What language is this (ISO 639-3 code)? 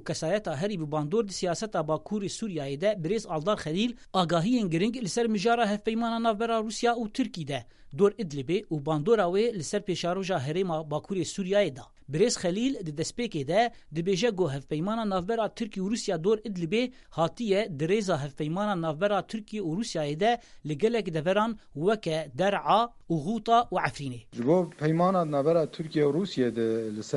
kur